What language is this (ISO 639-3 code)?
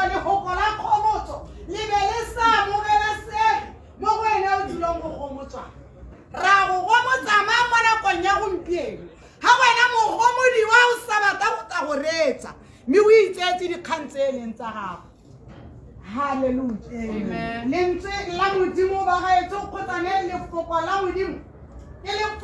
tsn